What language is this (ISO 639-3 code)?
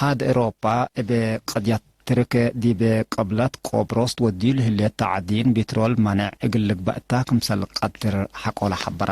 tig